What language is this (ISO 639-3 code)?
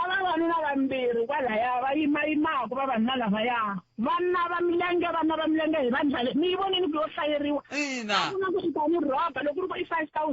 tso